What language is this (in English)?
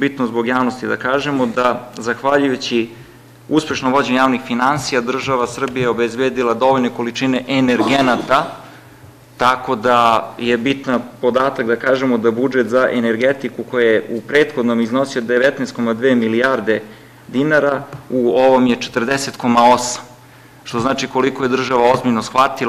Serbian